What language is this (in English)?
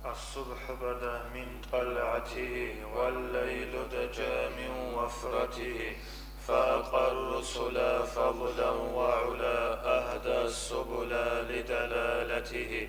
Avaric